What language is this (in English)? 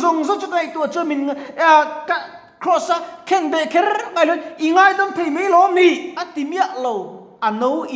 Mizo